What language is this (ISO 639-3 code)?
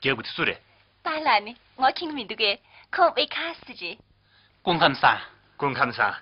bod